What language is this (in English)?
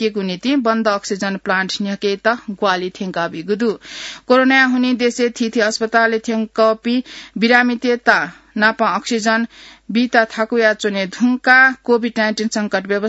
Newari